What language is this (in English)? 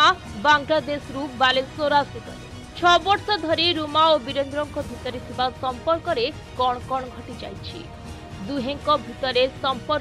Odia